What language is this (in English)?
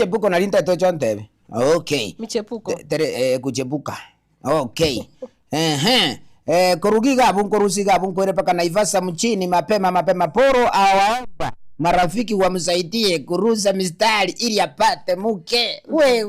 Gusii